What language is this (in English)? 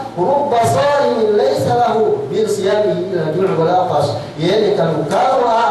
Yakan